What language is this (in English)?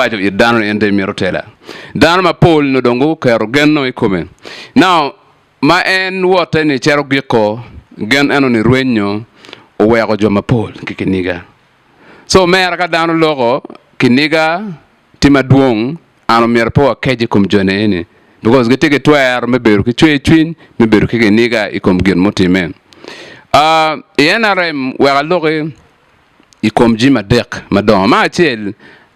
Acoli